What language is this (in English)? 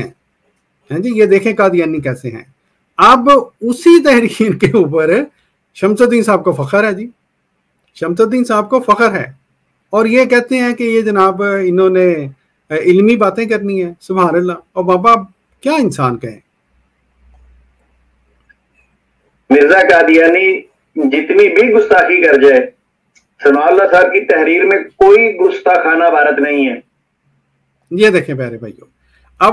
Urdu